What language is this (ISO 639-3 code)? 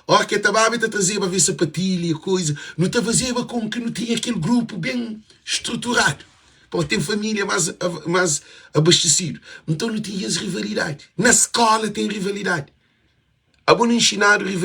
kea